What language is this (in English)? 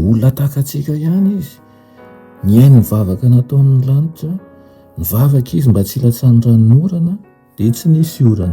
Malagasy